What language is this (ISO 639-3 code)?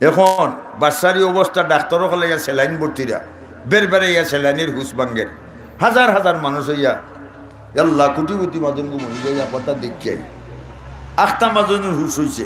syl